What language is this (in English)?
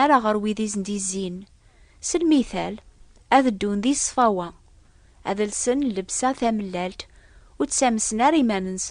Kabyle